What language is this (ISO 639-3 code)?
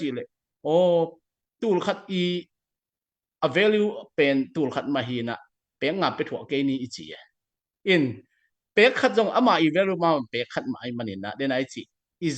ctd